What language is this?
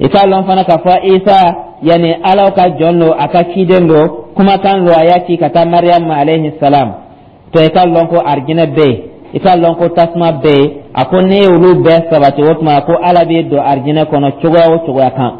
Dyula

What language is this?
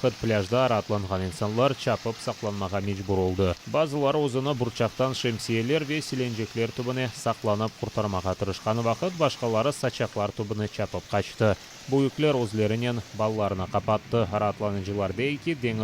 Crimean Tatar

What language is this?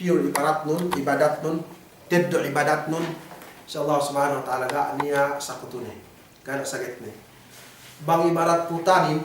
Yakan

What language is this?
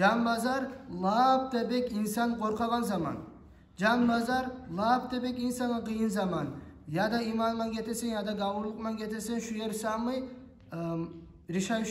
Kumyk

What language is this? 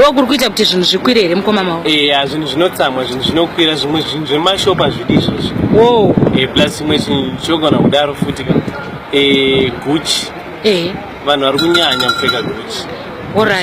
Shona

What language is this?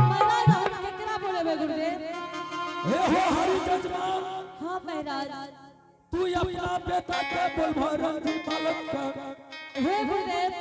Angika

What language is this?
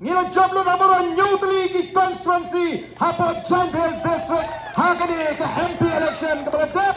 Khasi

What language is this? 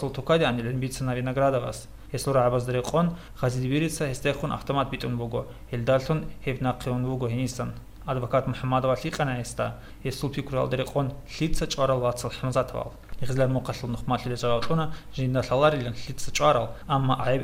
Avaric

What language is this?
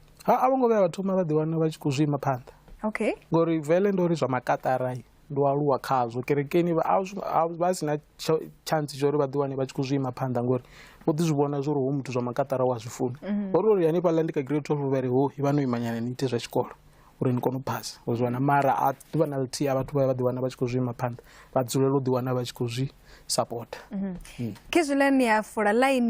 Venda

